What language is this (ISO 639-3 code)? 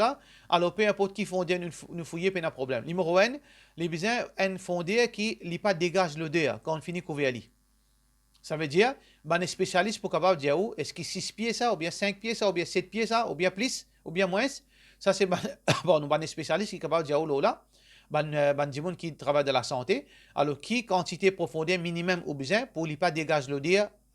mfe